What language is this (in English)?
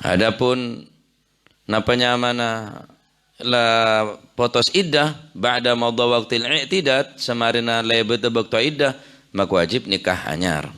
Madurese